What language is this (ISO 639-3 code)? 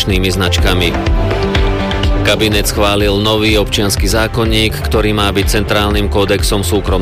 slk